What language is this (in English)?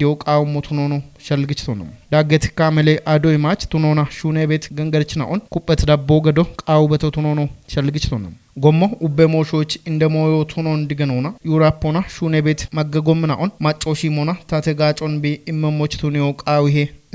Kafa